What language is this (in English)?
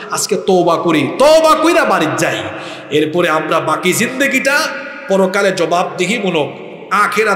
Bangla